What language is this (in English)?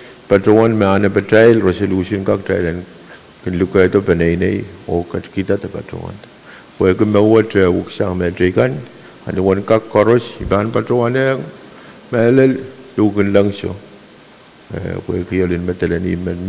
Pohnpeian